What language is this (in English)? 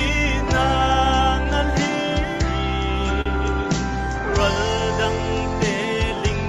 Falam Chin